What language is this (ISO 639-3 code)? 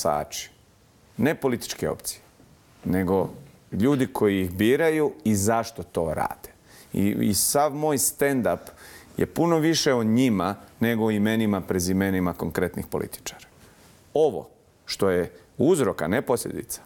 bos